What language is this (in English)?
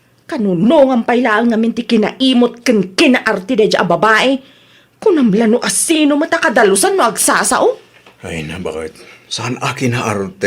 Iloko